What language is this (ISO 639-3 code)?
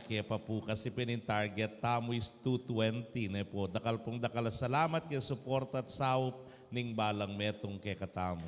pam